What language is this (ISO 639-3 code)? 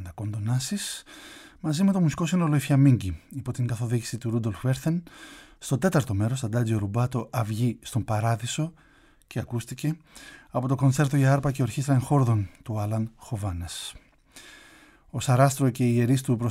ell